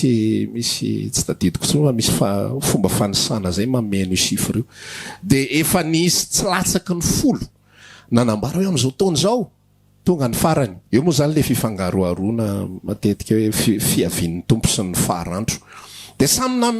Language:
Malagasy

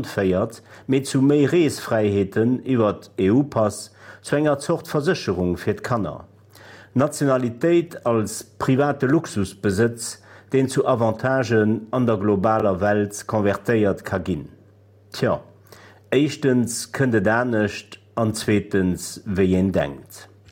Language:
Luxembourgish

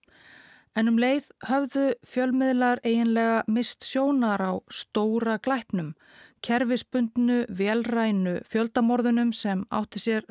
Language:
Icelandic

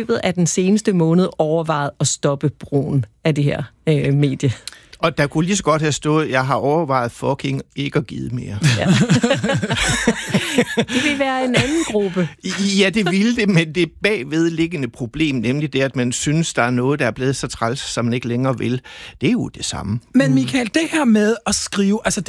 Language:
Danish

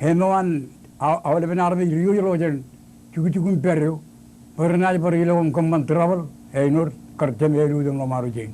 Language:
Marshallese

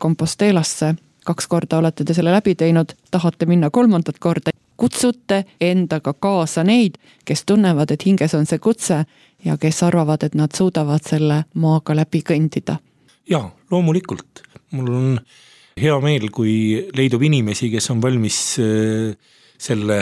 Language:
Estonian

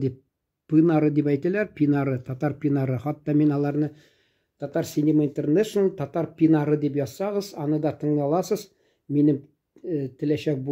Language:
Tatar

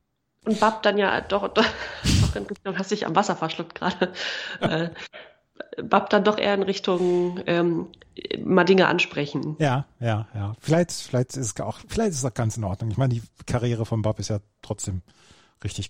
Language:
German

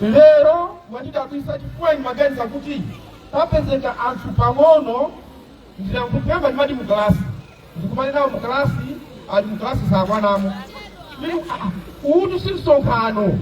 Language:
Nyanja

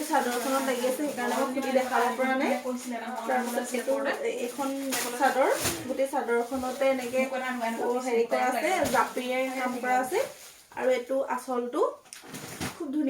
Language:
Assamese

